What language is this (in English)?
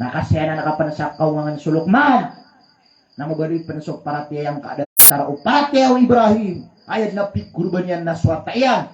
Maranao